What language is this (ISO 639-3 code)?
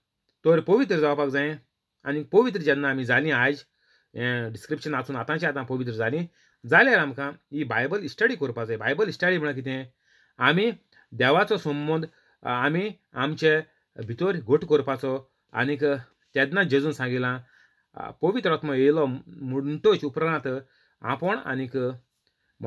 kok